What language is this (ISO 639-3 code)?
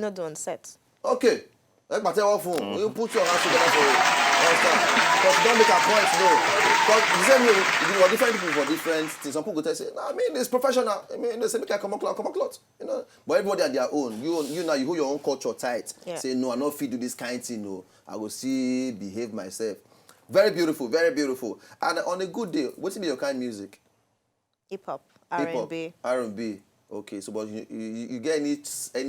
pcm